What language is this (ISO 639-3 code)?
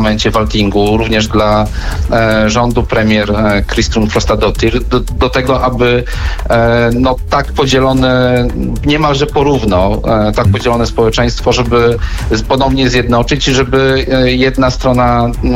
pol